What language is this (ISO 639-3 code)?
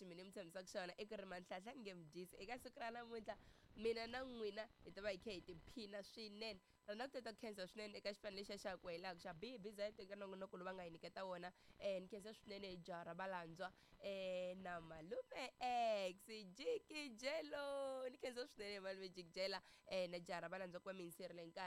tso